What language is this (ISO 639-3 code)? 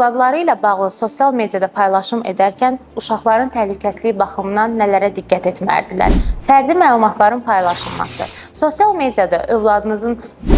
aze